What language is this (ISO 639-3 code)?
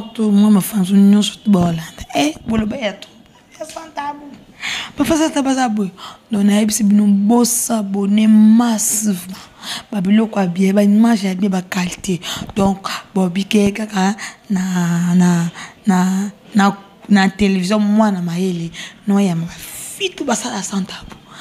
lin